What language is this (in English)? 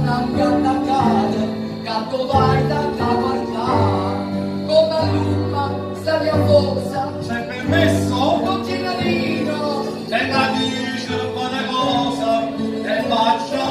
Neapolitan